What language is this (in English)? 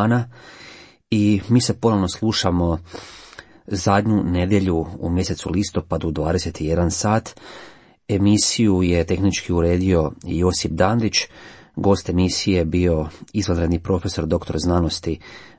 Croatian